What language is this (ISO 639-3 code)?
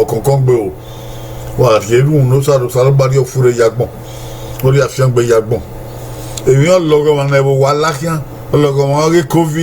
bin